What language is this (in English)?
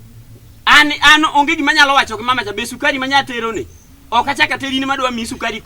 Luo (Kenya and Tanzania)